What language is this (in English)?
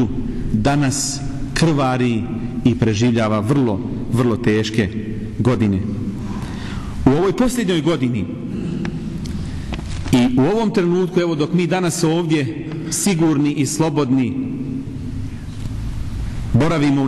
Bosnian